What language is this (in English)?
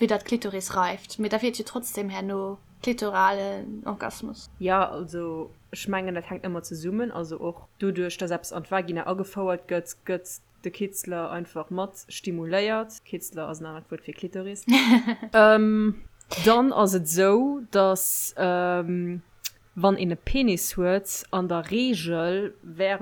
Luxembourgish